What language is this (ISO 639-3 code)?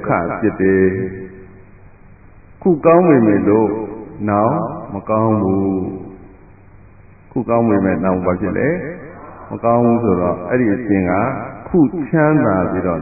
mya